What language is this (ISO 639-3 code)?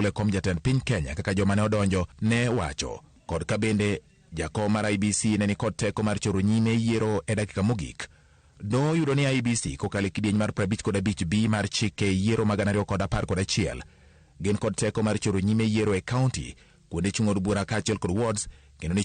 luo